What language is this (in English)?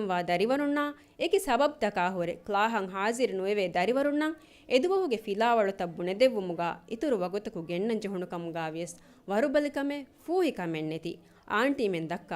Divehi